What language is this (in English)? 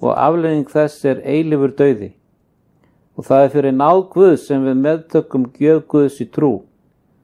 Icelandic